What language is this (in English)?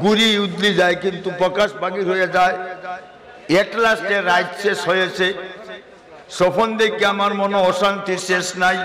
Sylheti